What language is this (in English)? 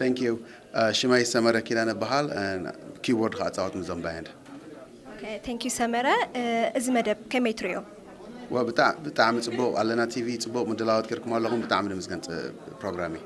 Tigrinya